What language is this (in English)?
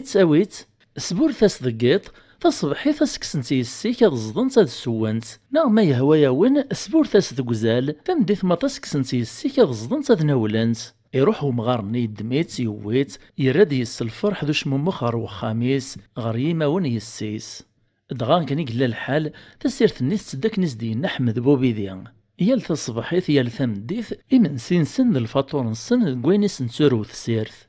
Kabyle